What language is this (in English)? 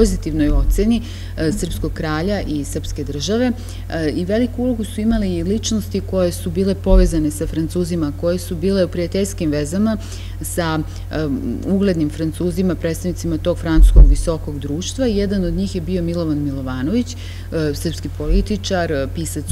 Serbian